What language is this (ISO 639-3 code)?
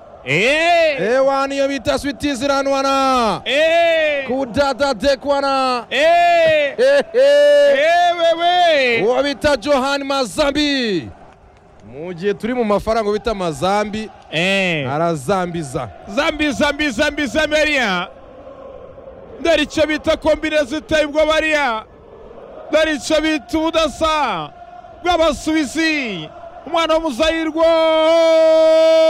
kin